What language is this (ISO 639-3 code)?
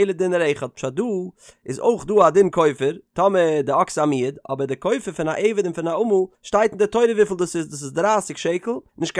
yid